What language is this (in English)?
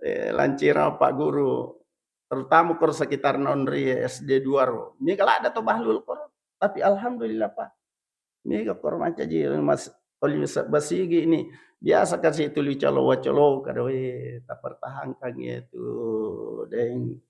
Buginese